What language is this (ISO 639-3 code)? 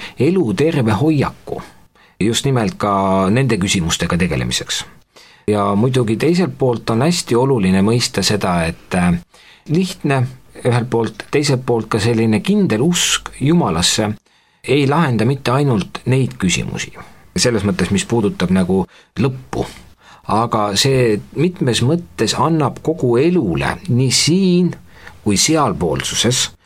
est